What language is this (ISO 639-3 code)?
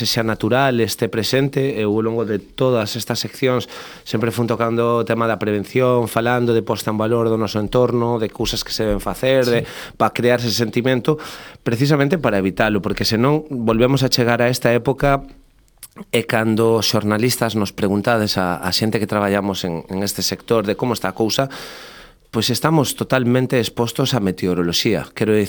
glg